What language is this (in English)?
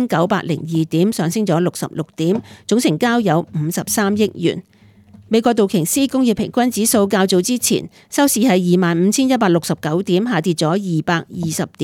Cantonese